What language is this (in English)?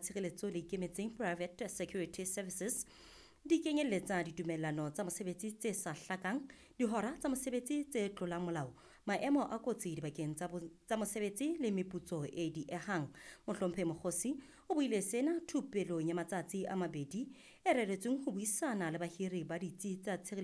Southern Sotho